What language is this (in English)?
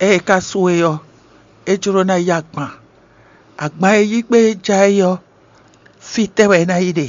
Fon